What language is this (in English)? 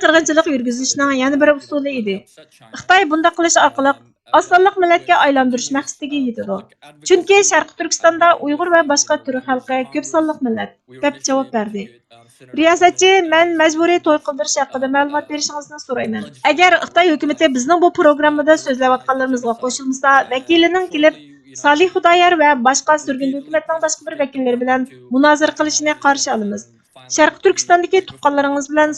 Uyghur